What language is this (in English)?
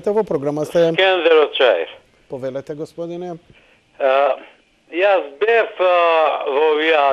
Macedonian